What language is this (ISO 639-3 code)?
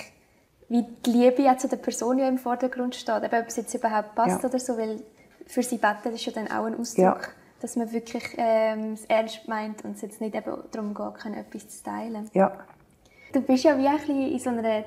gsw